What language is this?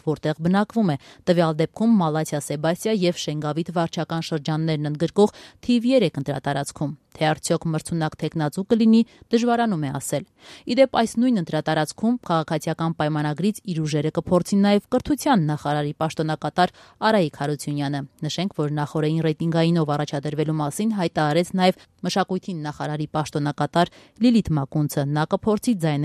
Armenian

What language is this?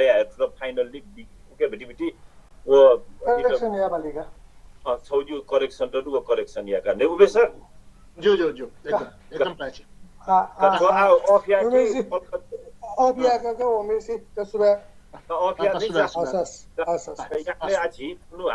Newari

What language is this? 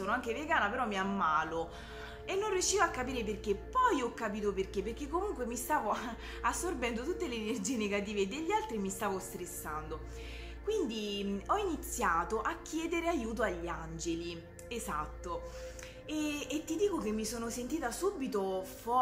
Italian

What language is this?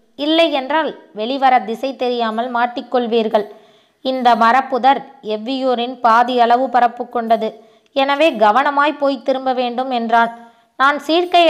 Tamil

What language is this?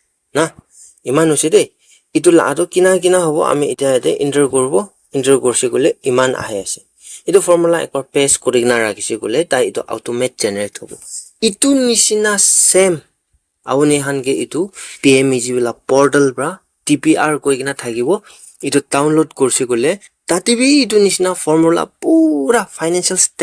Naga Pidgin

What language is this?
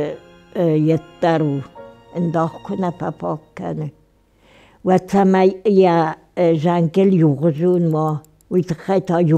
Ossetic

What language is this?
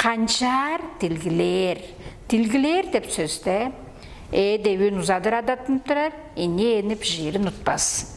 Tuvinian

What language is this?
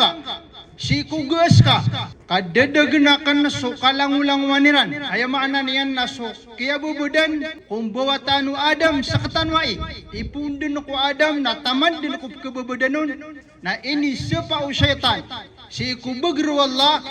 Maranao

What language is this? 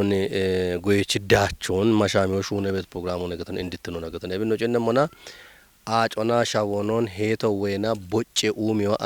Kafa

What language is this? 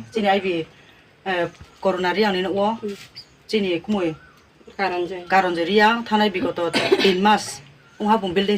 Riang (India)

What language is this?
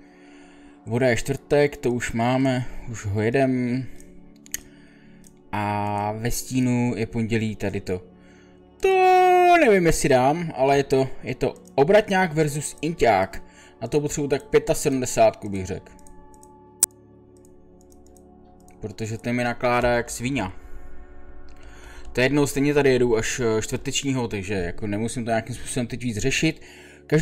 Czech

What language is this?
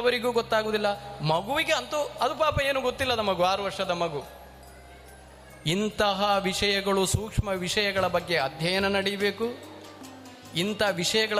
Kannada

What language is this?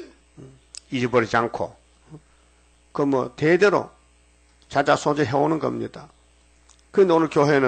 Korean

